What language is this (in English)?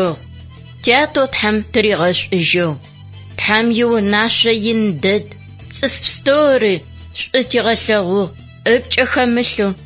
Adyghe